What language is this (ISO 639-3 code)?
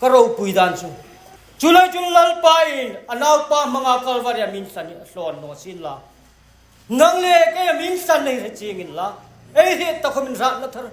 hmr